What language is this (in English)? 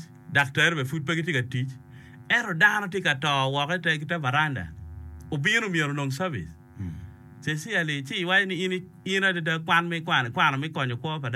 Acoli